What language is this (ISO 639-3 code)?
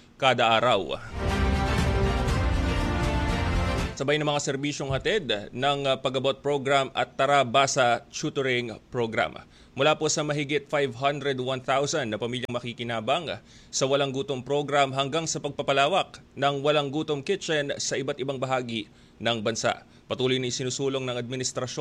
fil